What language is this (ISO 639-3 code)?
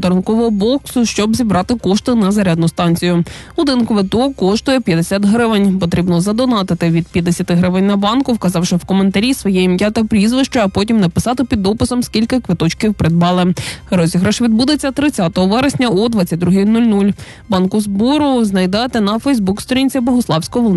ukr